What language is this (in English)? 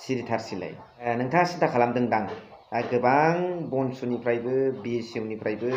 Bodo